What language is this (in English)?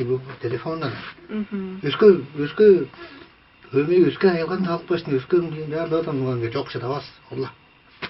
Tuvinian